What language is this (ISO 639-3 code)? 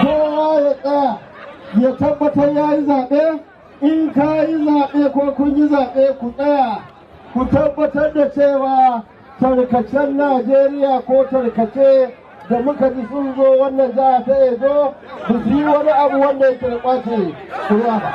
hau